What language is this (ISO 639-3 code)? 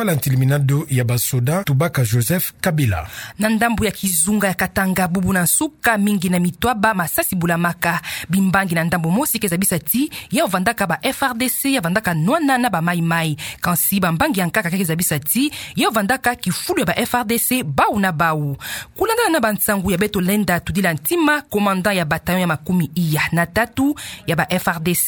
ktu